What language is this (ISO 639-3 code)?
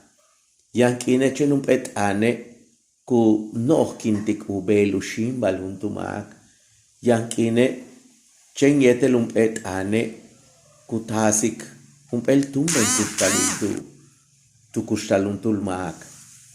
yua